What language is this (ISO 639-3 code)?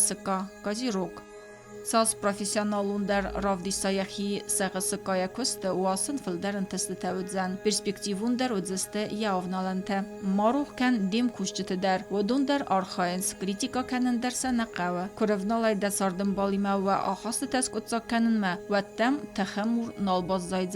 oss